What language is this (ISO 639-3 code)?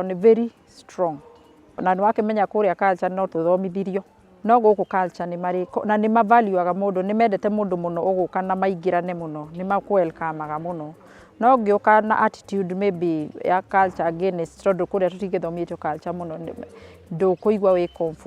kik